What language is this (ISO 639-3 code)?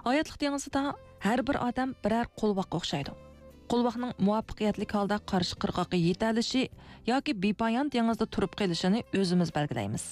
uig